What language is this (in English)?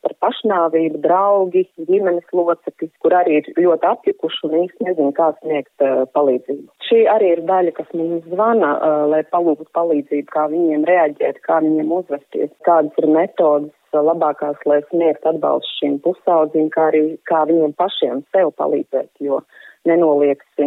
Latvian